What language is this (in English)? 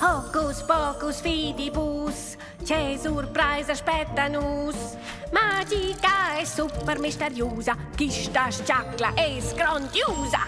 Romansh